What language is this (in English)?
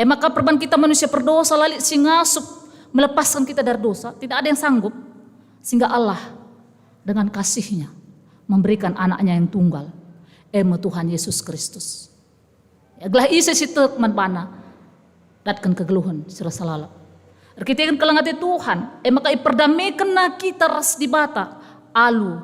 Batak Karo